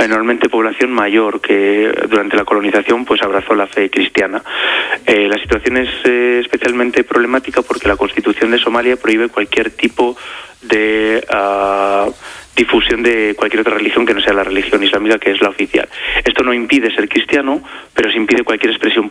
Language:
Spanish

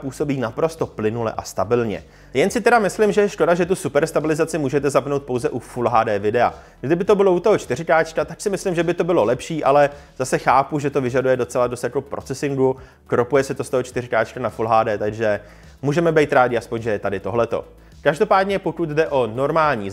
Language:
Czech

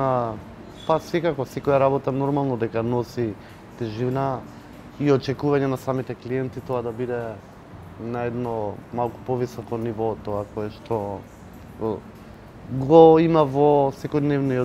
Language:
Macedonian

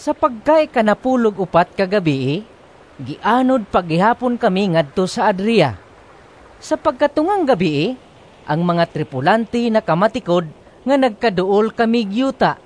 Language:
Cebuano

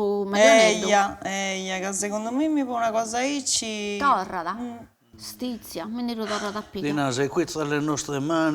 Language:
Sardinian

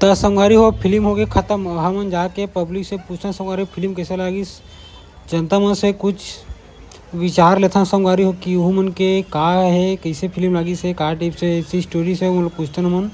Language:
Chhattisgarhi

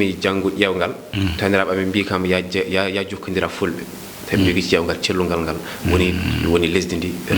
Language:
Fula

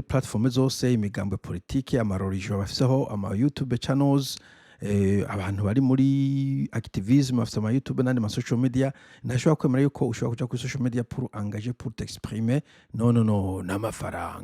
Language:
Rundi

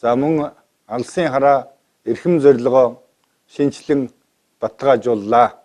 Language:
Mongolian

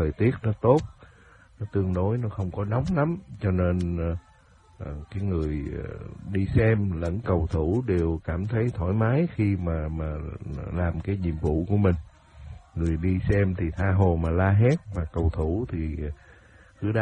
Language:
Vietnamese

